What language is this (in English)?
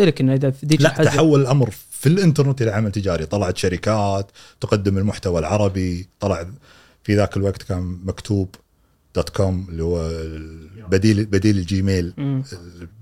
Gulf Arabic